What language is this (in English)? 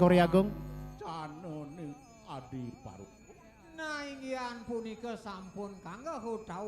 Balinese